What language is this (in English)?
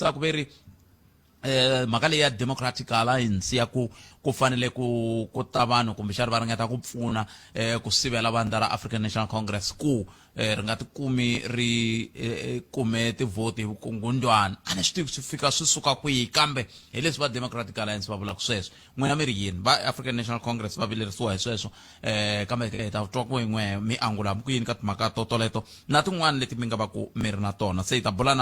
Tsonga